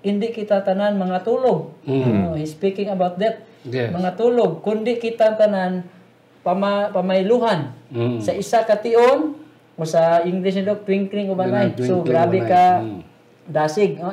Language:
Hiligaynon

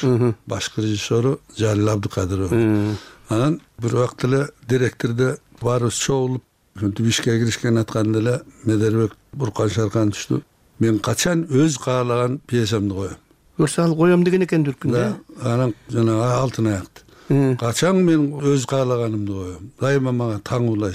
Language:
Kyrgyz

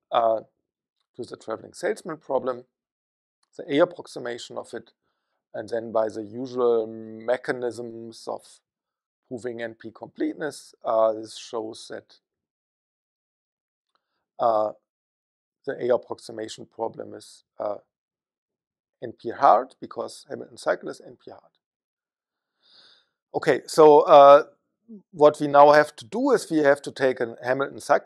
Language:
English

